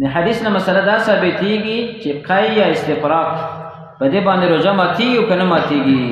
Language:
Pashto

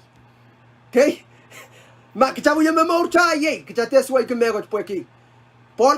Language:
Pohnpeian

